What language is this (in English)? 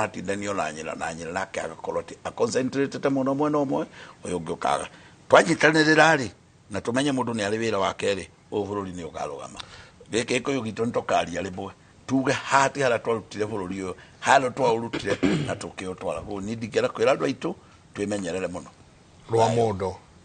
Kikuyu